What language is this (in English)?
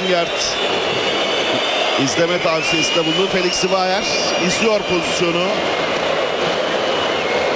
Turkish